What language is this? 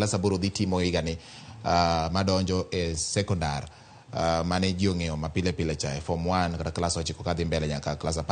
Luo (Kenya and Tanzania)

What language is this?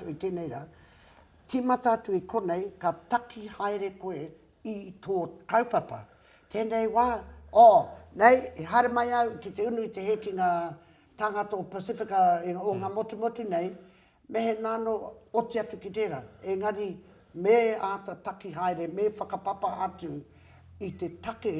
Māori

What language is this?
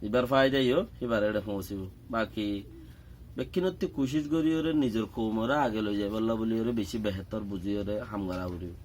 Rohingya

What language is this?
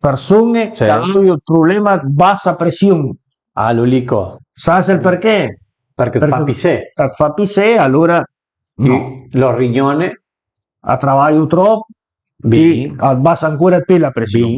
Piedmontese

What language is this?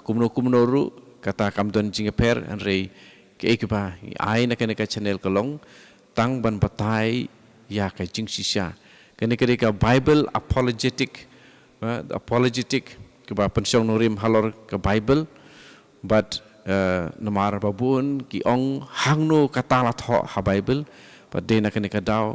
Khasi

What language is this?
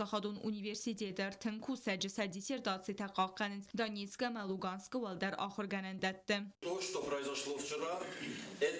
Ossetic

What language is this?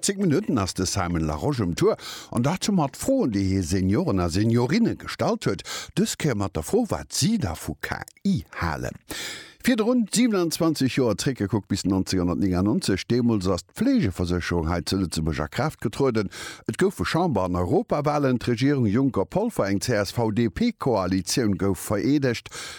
Luxembourgish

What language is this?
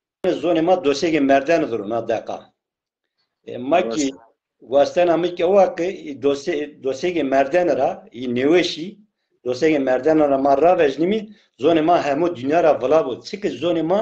Zaza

